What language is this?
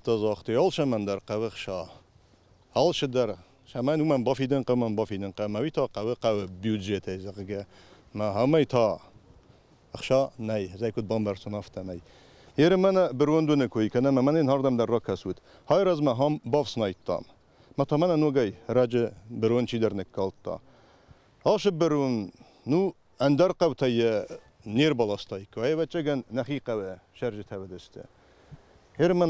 Ossetic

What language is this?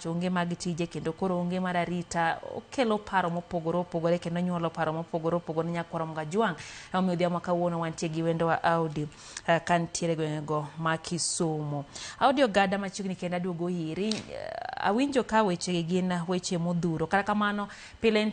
Luo (Kenya and Tanzania)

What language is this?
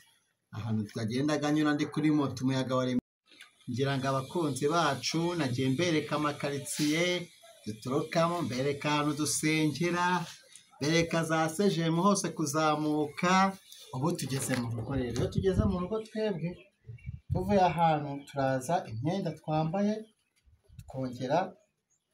Kinyarwanda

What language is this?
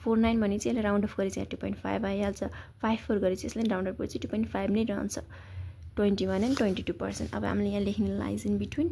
Nepali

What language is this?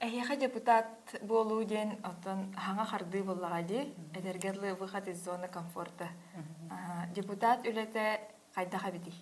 Yakut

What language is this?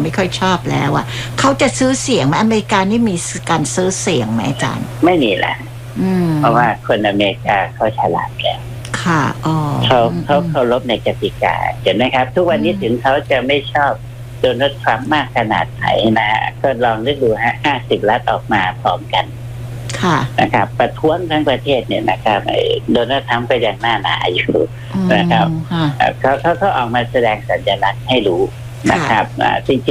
Thai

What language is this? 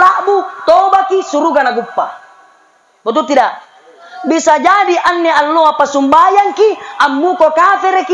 Makasar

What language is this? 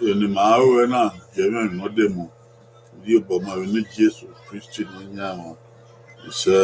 Bini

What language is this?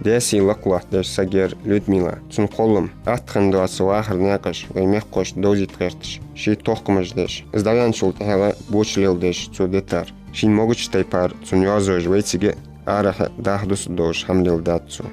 Ingush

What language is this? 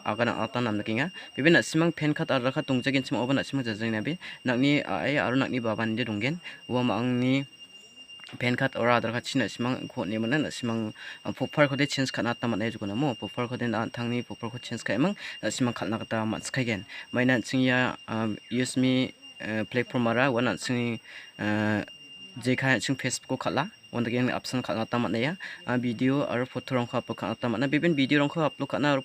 Garo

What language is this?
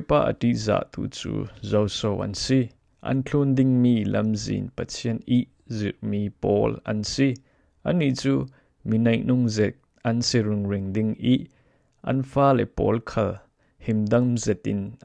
Falam Chin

